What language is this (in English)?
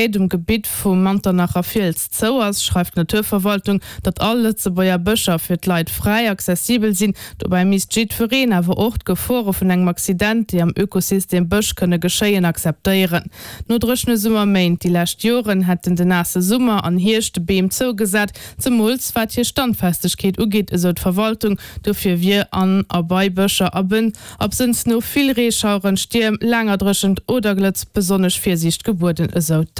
Luxembourgish